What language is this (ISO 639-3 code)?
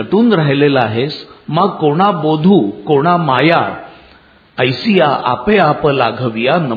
mar